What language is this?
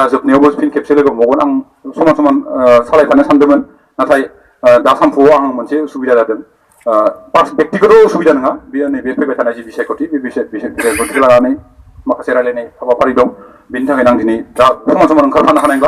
Bodo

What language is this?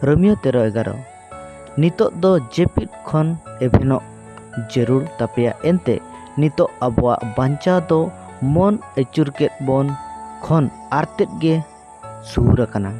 Santali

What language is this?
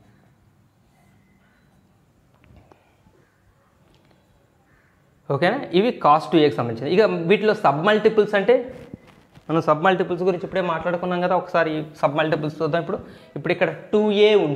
Telugu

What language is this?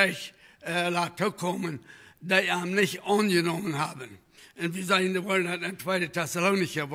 Plautdietsch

